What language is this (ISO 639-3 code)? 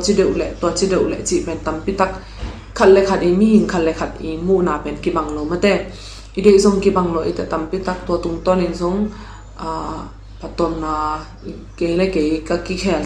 ctd